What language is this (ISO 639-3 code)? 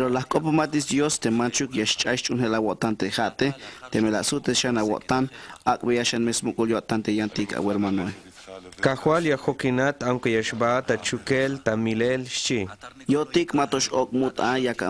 tzh